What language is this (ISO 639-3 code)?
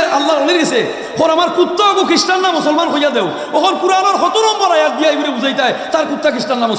syl